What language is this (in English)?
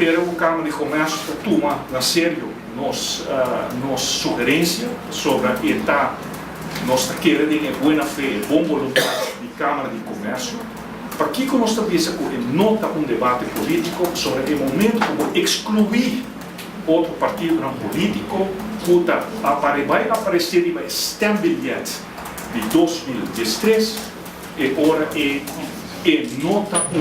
Papiamento